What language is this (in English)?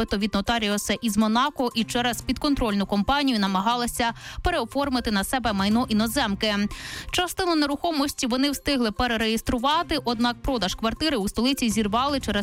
Ukrainian